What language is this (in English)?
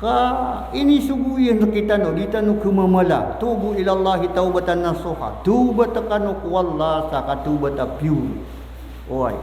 Maranao